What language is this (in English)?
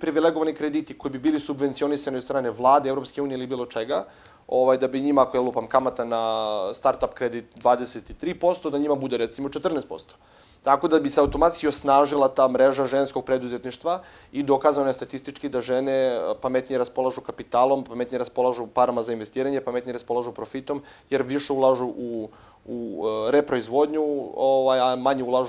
Serbian